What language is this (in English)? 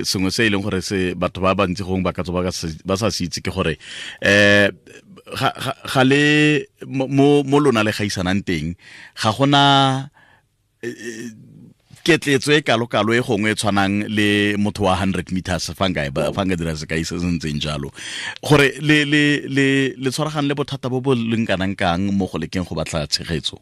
Tswana